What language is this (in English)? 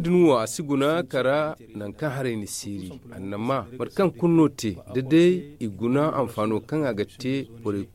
Zarma